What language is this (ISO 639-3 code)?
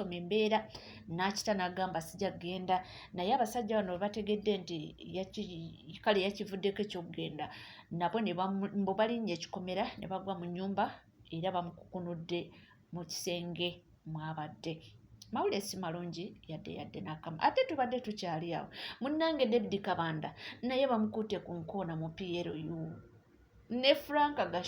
lug